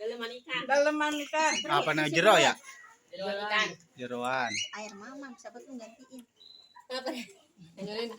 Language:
Betawi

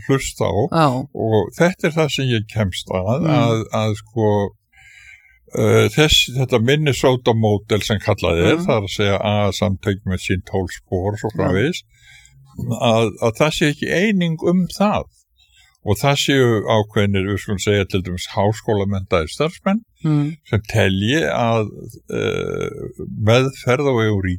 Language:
Icelandic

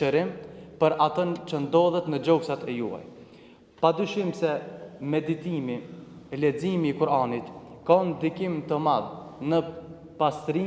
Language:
Albanian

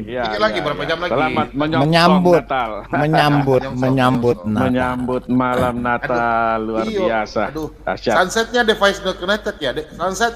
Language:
Indonesian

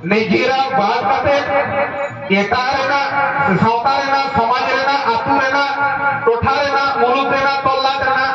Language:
Santali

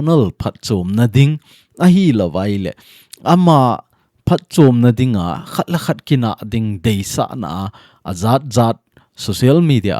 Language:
Thado Chin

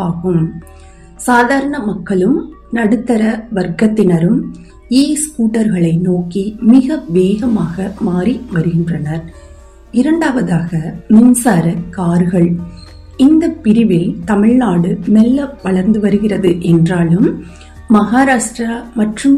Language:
Tamil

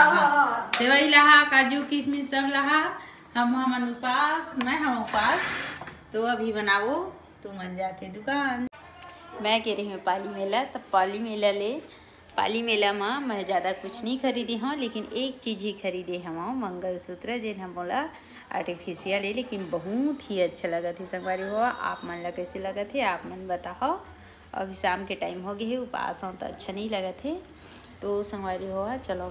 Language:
Chhattisgarhi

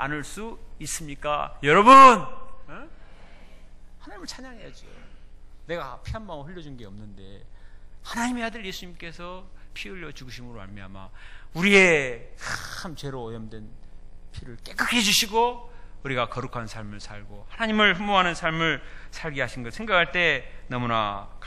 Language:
Korean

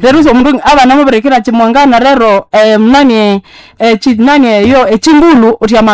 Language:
Nande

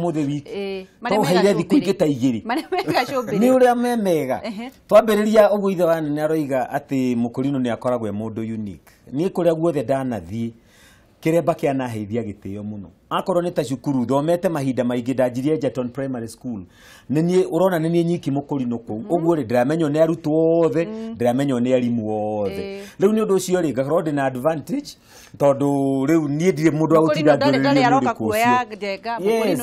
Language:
Kikuyu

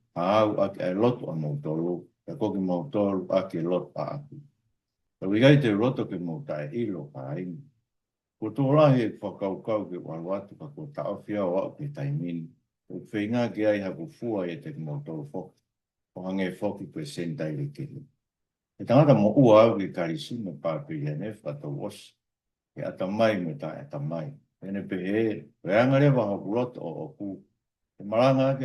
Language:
Tongan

